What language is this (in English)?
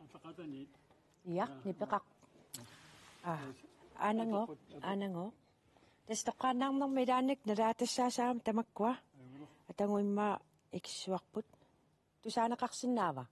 Kalaallisut